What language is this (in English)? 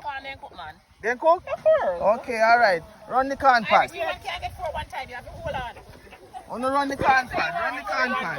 Jamaican Creole English